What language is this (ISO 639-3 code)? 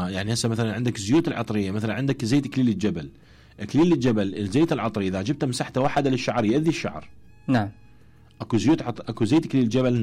acm